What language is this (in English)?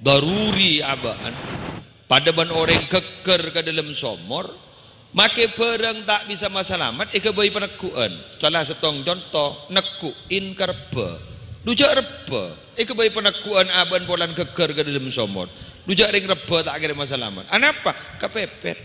Madurese